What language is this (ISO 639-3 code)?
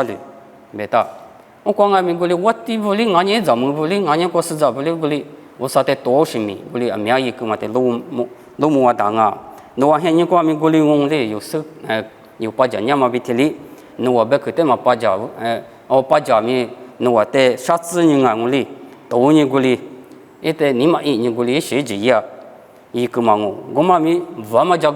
lis